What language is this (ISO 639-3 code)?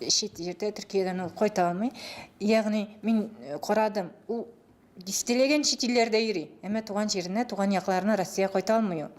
tat